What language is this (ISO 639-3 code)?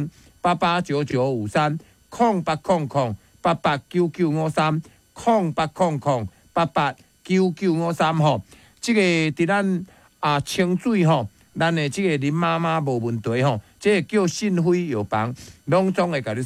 nan